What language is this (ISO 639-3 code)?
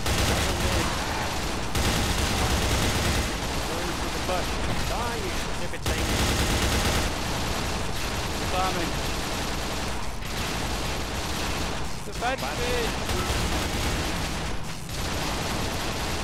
eng